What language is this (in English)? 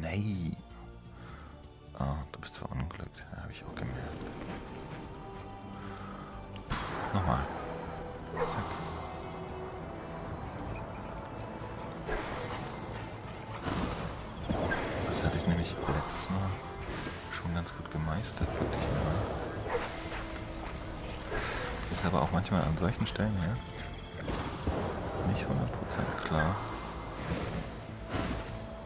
German